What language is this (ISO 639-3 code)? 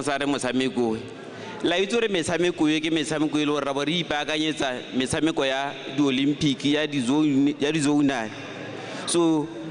tsn